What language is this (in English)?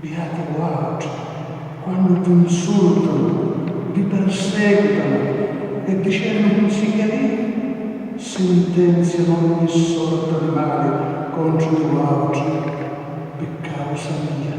Sicilian